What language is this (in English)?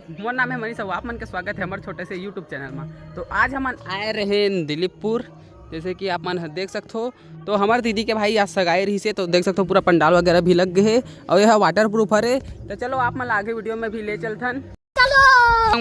Chhattisgarhi